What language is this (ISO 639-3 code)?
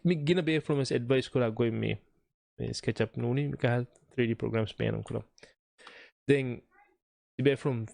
div